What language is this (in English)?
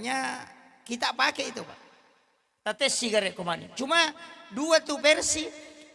Buginese